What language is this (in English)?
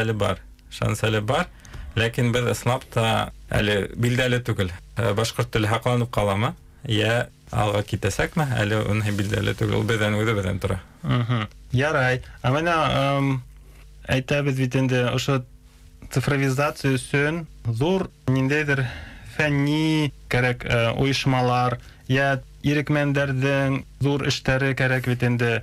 Bashkir